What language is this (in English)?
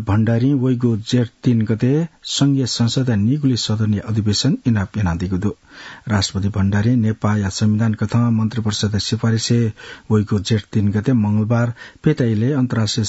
Newari